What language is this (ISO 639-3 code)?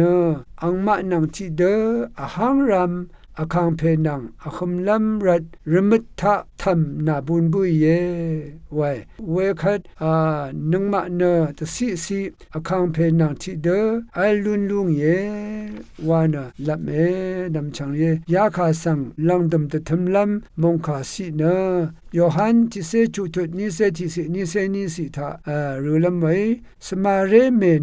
raw